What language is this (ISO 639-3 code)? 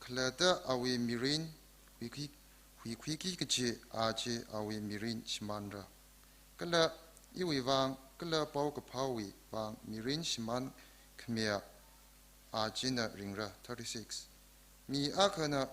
nmf